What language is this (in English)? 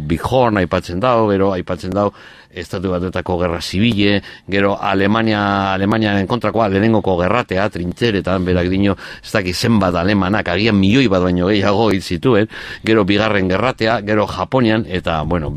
Basque